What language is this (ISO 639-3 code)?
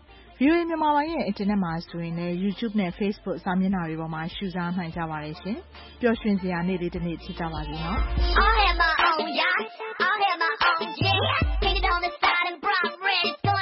mya